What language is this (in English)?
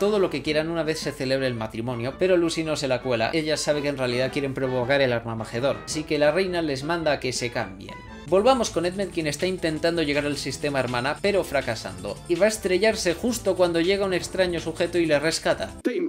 Spanish